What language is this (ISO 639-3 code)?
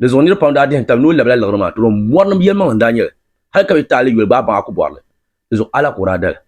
dag